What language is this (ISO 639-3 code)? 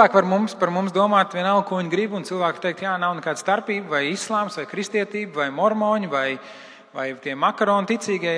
lav